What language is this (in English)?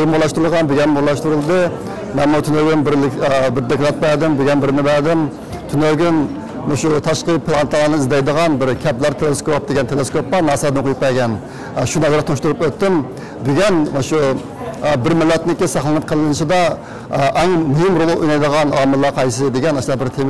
Uyghur